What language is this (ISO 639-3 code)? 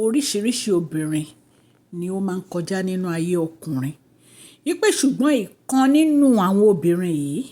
yor